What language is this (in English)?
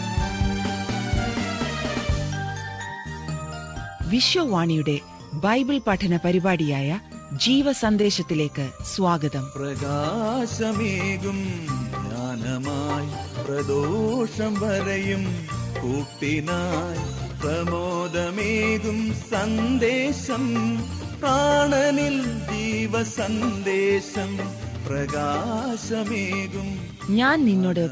Malayalam